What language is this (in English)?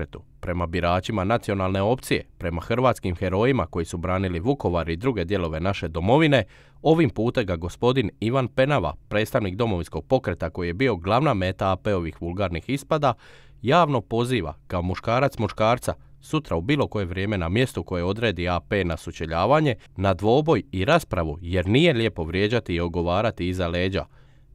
Croatian